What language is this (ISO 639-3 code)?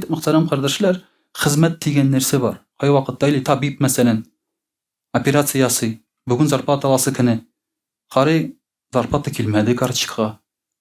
tat